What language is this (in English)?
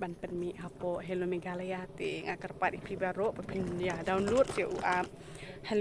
Khasi